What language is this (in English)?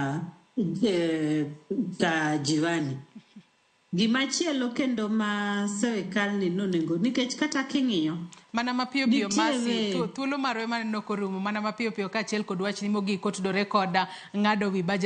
Luo (Kenya and Tanzania)